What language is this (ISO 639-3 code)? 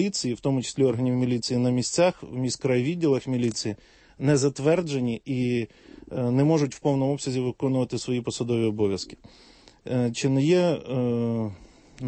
ukr